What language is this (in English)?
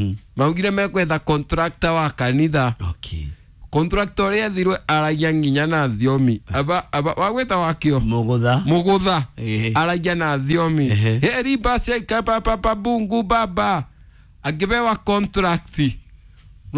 Kikuyu